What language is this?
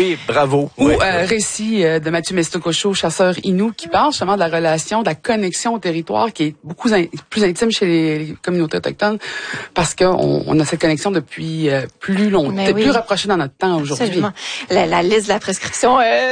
French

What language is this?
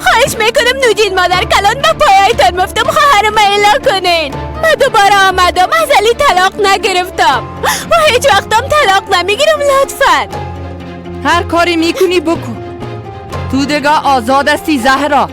Persian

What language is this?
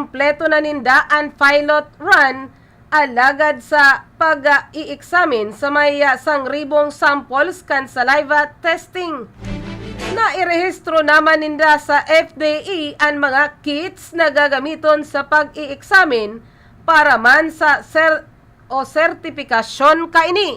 Bikol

